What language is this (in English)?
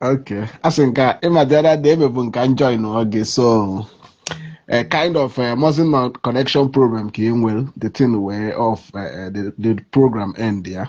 Igbo